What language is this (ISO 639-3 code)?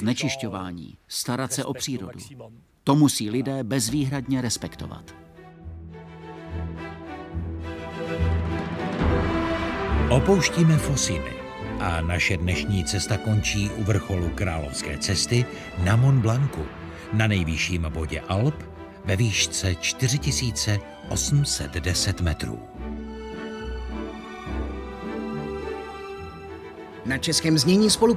ces